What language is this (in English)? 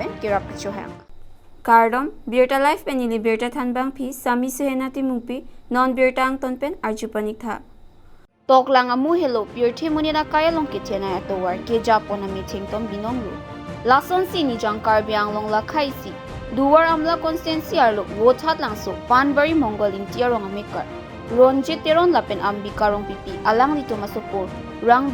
Karbi